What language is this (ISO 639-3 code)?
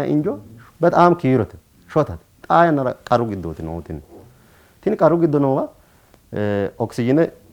sid